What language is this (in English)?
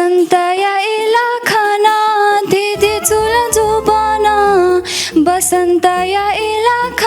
Newari